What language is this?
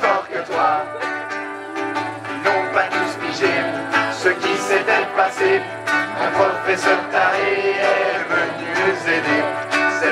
French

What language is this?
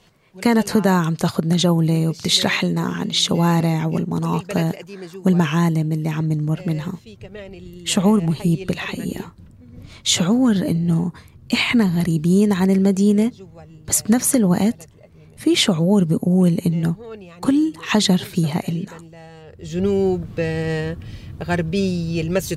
North Levantine Arabic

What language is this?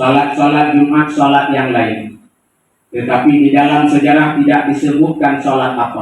Achinese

